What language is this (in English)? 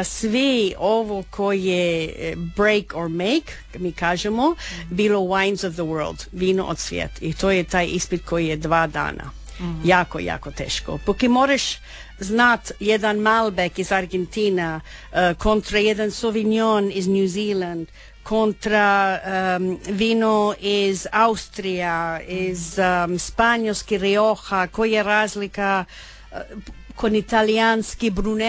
Croatian